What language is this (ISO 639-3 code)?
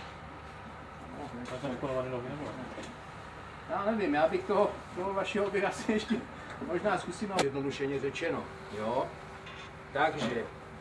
ces